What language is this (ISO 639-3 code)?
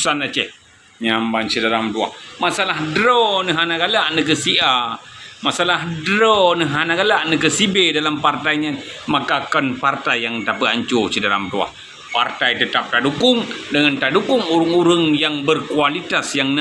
ace